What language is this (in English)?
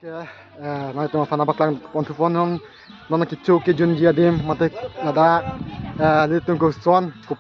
Karbi